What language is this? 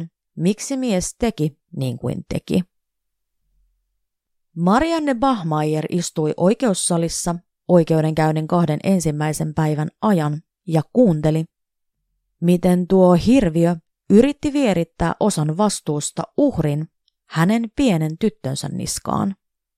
Finnish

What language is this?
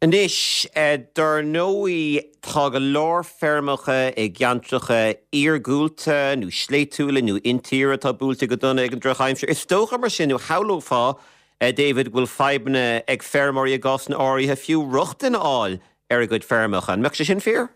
Irish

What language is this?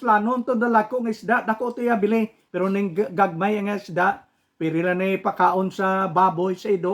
Hiligaynon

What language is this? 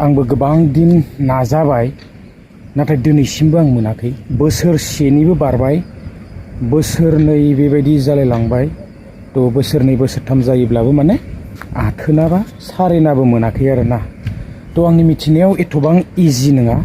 Bodo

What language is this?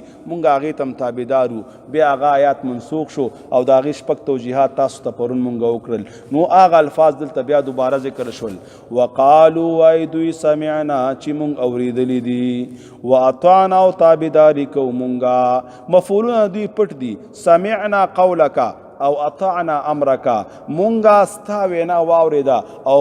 Pashto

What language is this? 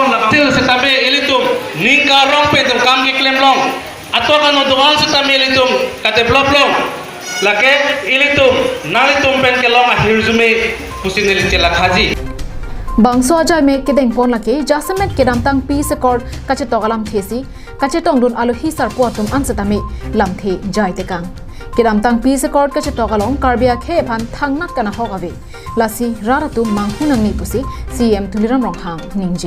Karbi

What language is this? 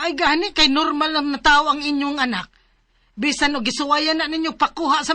Cebuano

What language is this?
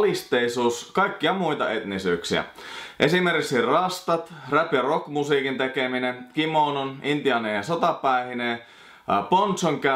Finnish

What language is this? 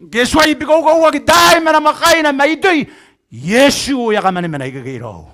Gilbertese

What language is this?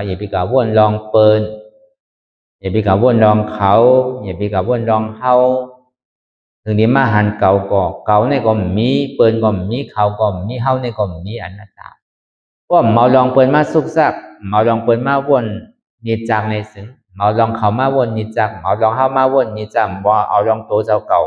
Shan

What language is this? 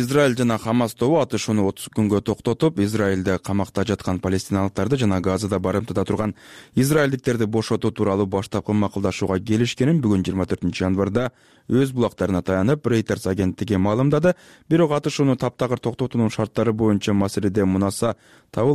Kyrgyz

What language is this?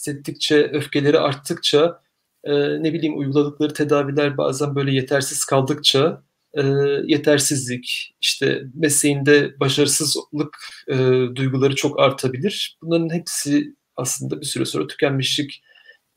Turkish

